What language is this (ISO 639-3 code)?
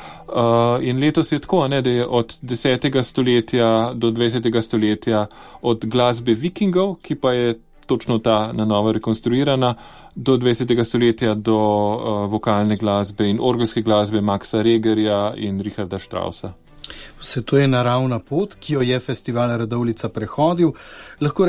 slv